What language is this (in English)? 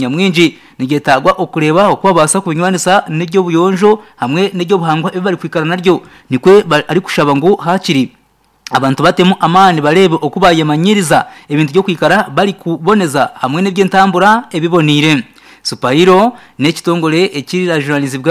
Nyankole